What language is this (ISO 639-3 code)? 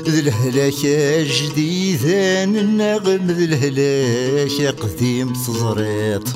kab